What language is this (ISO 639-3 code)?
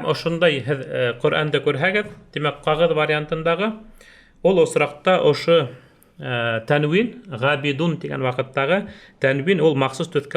bak